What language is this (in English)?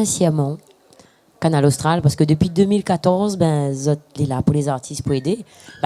Réunion Creole French